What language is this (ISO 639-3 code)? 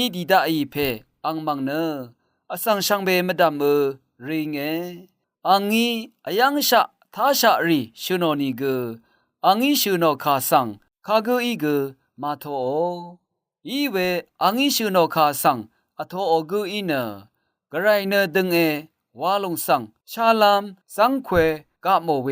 raw